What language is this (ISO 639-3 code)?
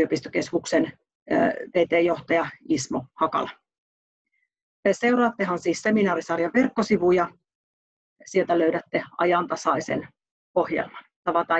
fin